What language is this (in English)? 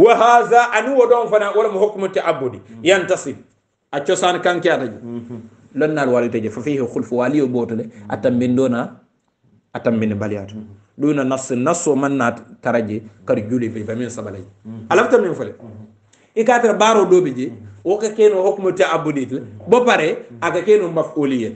Hausa